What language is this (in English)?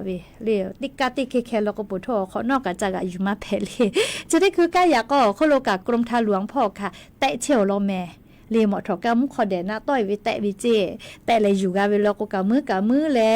Lahu